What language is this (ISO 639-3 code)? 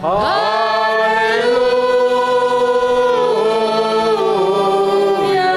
bts